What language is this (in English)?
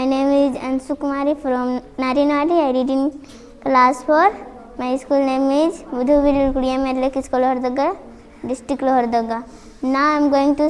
Kurukh